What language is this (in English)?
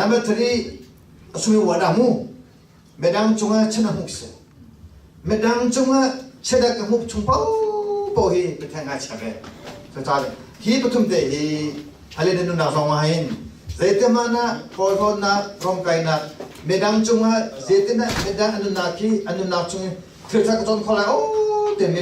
Hakha Chin